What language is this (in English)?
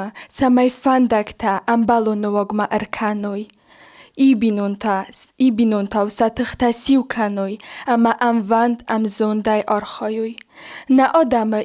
Ossetic